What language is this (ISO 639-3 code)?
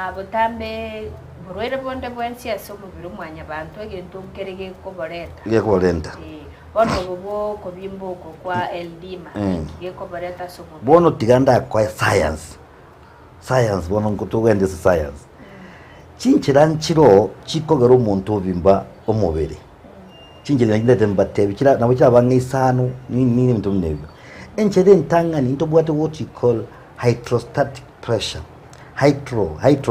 guz